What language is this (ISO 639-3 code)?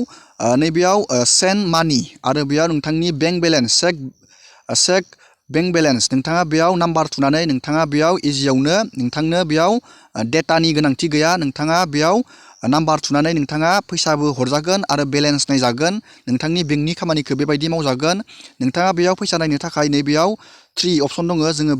brx